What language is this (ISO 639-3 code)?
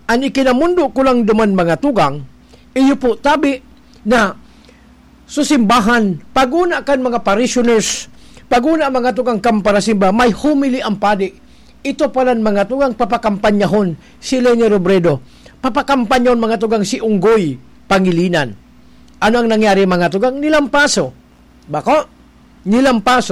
bik